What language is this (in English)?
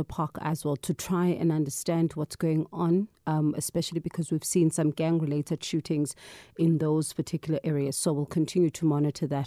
English